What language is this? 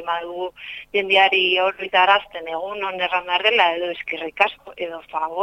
Basque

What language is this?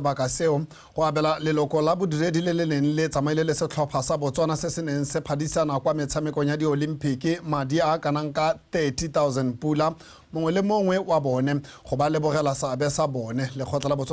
Tswana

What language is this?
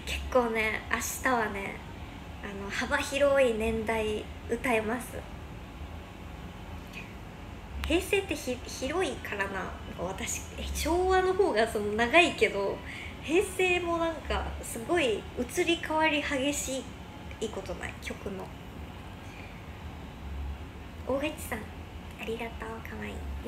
Japanese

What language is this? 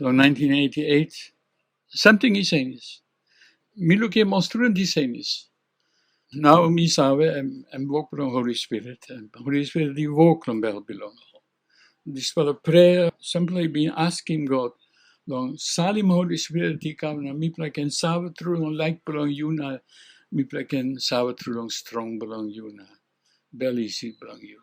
Tok Pisin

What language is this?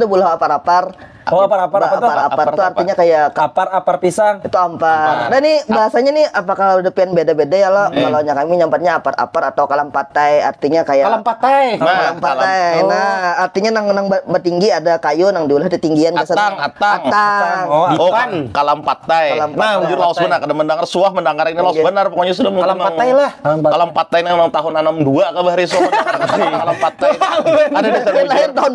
Banjar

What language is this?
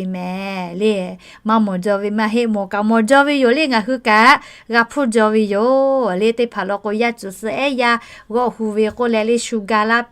Lahu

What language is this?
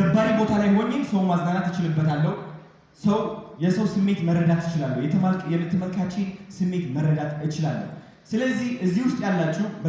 Amharic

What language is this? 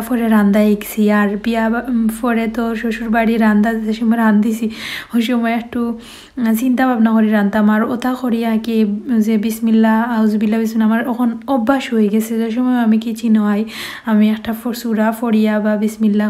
Sylheti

